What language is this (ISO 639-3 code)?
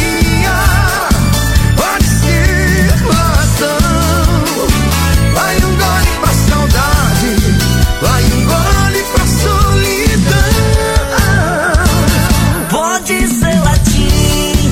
por